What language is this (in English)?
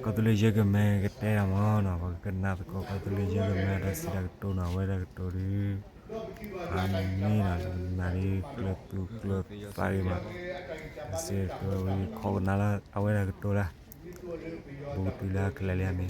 S'gaw Karen